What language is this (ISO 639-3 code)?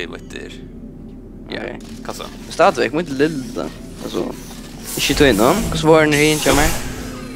fao